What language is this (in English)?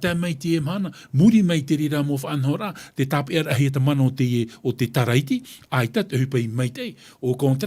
Tahitian